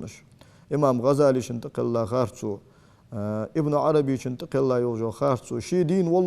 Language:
Ingush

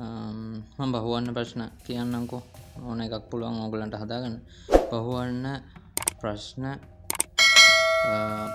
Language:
Sinhala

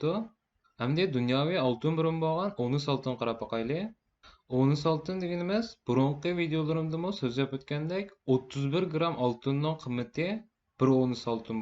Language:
Uyghur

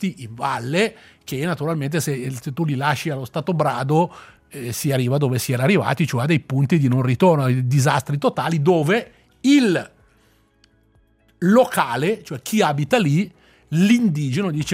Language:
Italian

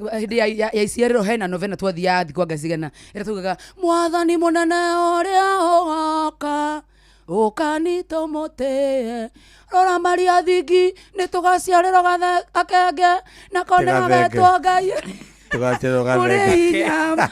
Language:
Kikuyu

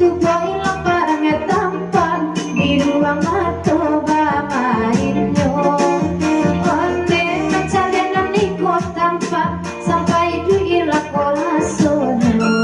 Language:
Minangkabau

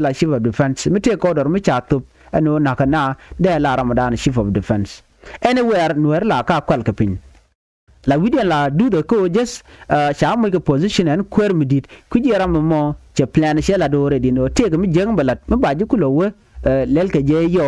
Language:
Nuer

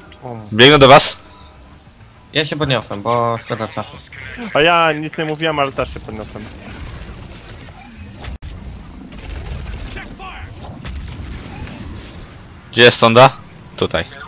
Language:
Polish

